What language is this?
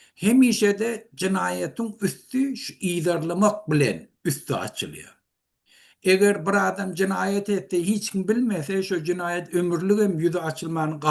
Turkmen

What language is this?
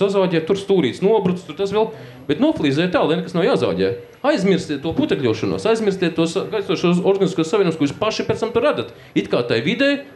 Latvian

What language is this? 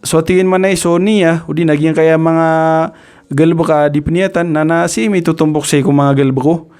Maranao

